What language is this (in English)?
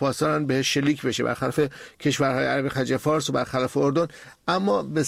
Persian